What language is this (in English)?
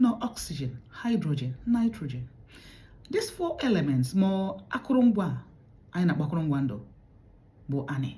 Igbo